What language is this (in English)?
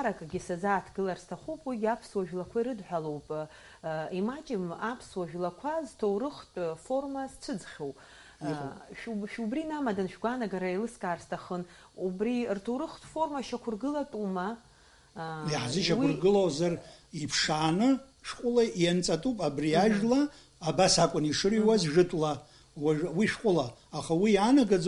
Abkhazian